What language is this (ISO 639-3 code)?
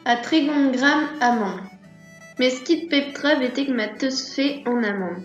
bre